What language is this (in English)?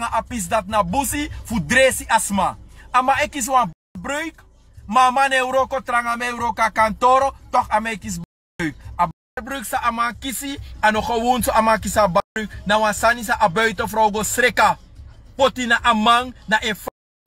Sranan Tongo